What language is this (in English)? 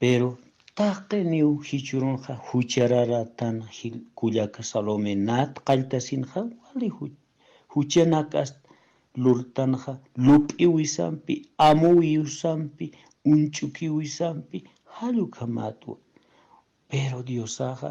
Aymara